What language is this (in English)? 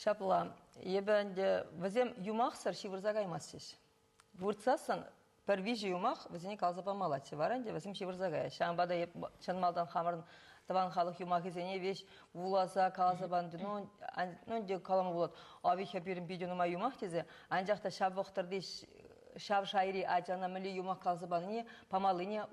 Chuvash